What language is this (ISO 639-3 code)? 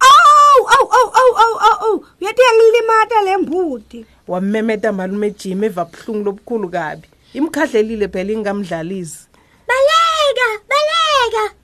ssw